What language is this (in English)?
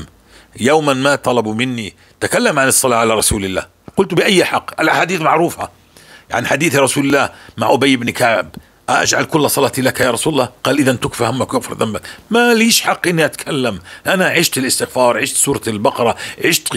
North Levantine Arabic